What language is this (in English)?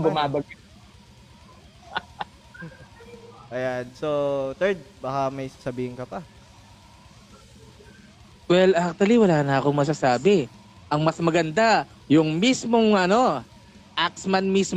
Filipino